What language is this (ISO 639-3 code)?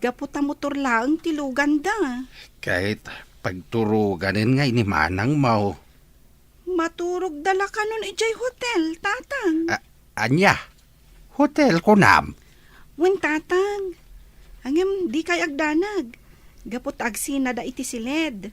ilo